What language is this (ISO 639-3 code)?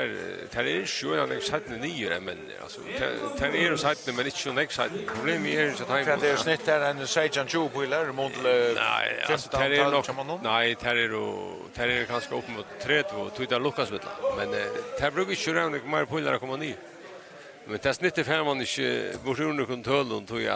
fao